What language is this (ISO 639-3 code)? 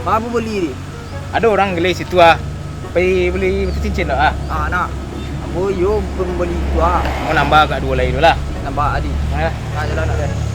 min